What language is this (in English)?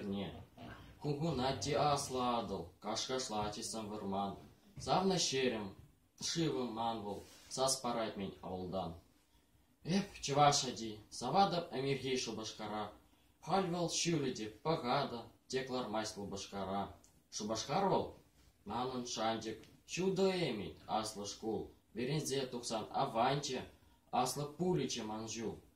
Chuvash